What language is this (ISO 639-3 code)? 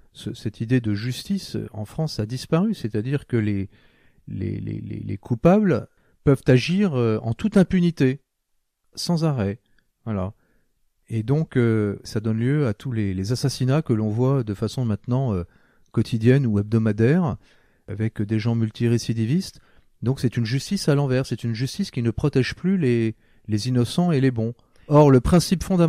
fra